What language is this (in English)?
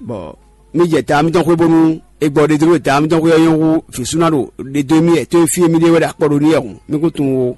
Fon